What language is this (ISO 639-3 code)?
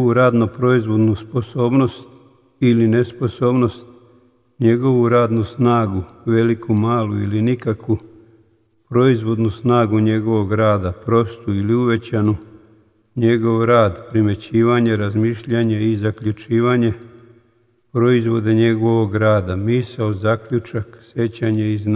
srp